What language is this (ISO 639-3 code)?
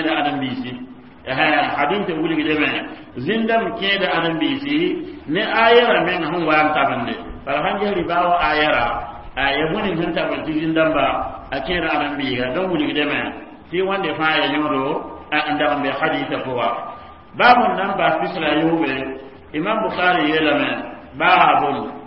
mos